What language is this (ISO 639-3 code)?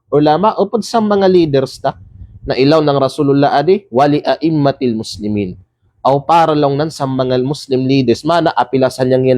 kqe